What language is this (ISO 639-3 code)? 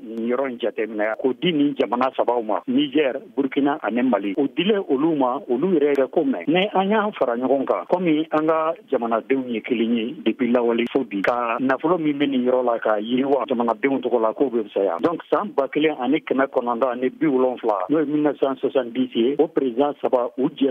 bam